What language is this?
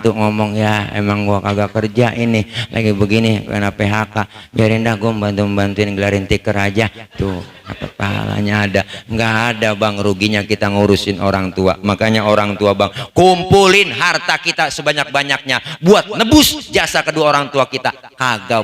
Betawi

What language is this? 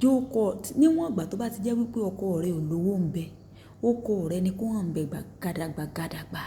Yoruba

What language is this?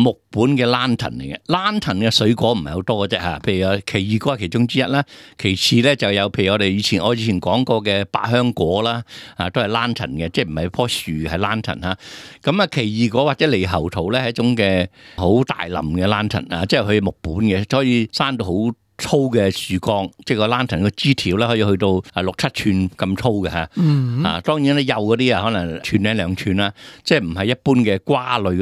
Cantonese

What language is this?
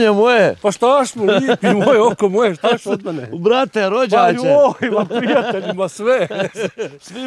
Bosnian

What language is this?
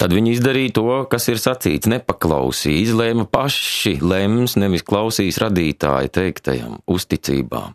Latvian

